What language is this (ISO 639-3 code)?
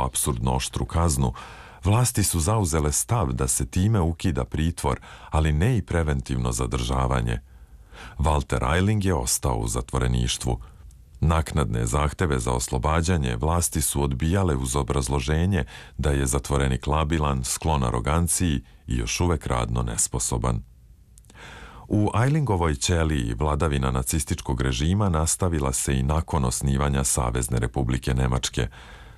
srp